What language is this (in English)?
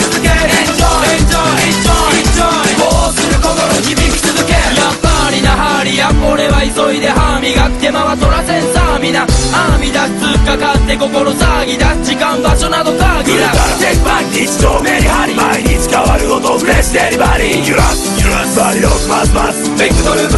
Japanese